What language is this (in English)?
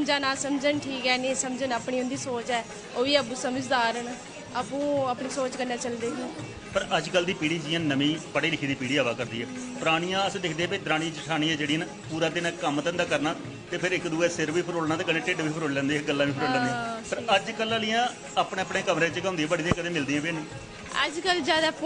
Dogri